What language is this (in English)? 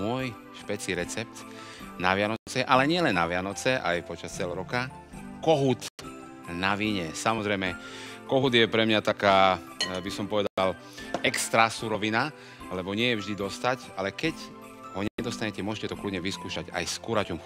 Slovak